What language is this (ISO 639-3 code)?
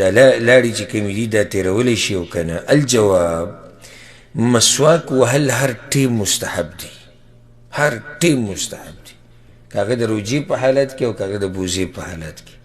pus